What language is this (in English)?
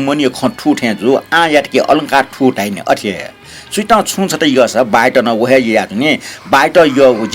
Newari